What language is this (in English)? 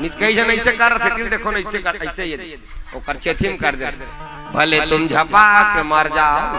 Chhattisgarhi